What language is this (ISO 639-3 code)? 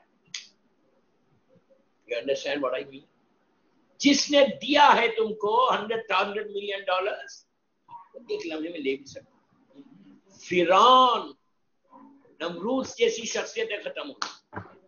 urd